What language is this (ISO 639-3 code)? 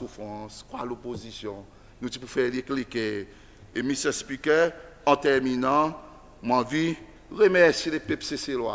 crs